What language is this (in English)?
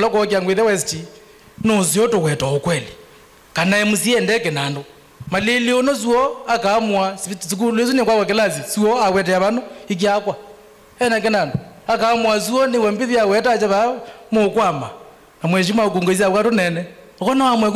Kamba